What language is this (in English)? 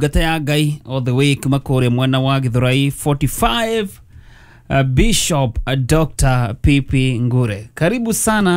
Kikuyu